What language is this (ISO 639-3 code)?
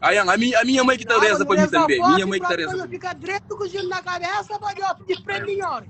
kea